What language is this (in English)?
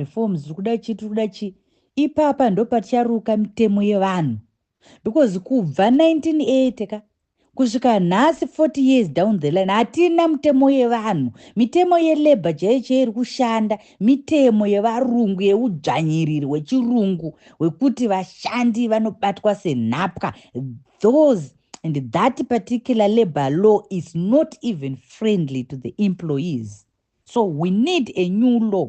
Shona